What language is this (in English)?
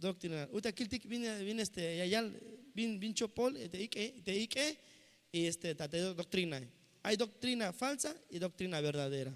Tzeltal